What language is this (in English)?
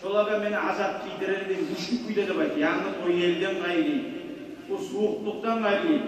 Kumyk